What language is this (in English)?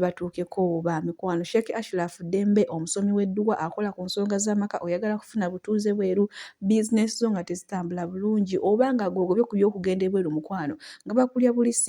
Ganda